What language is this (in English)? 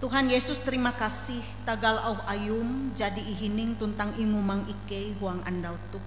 Ngaju